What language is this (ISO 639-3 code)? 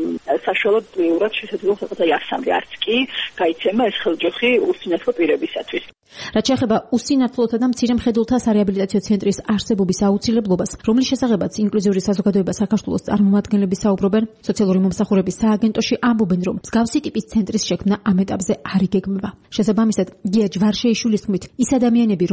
kat